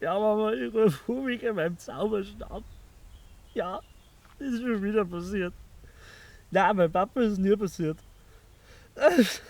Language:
Bavarian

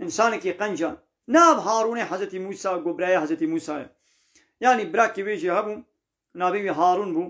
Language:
Kurdish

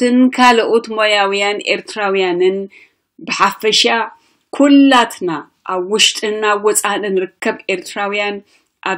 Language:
Tigrinya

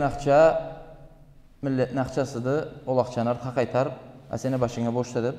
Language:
Karachay-Balkar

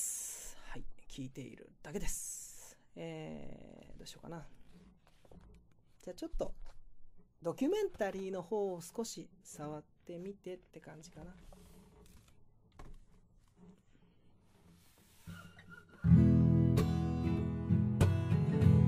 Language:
Japanese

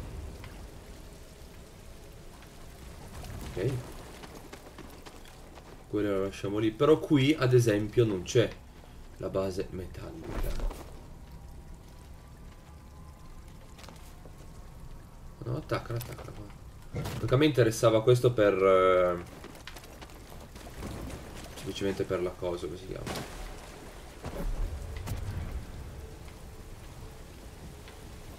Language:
Italian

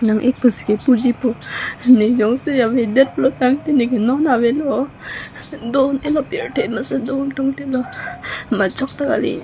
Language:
Karbi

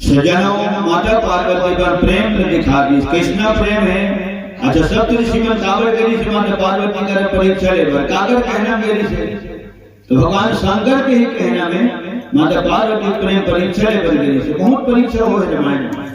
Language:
Chhattisgarhi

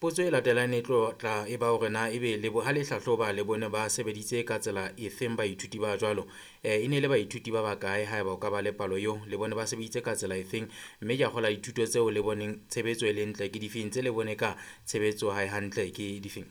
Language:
Southern Sotho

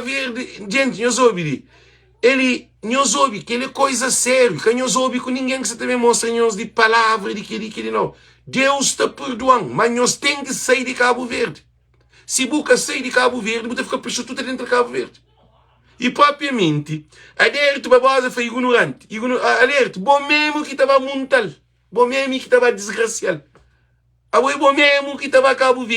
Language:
Kabuverdianu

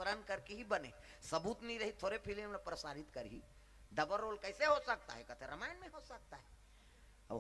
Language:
Chhattisgarhi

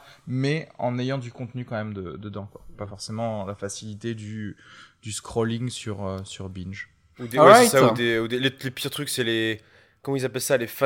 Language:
French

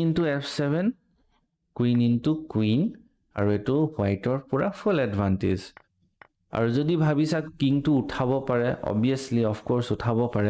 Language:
Assamese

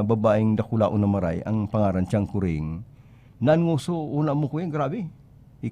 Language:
Bikol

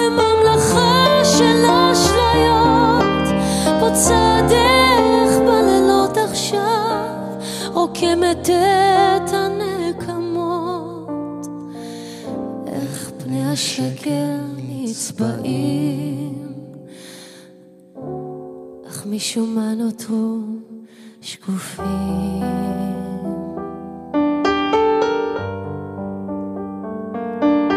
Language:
Hebrew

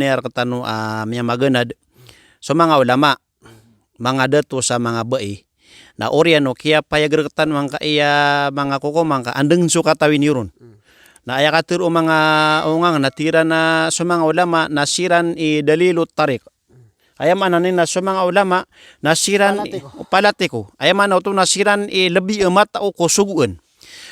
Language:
Maranao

